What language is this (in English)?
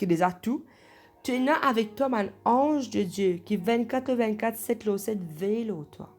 Morisyen